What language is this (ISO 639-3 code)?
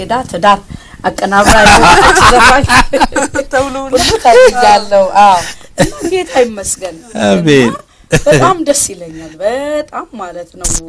amh